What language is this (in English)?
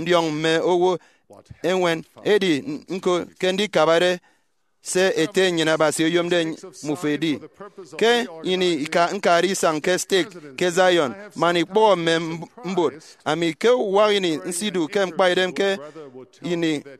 Efik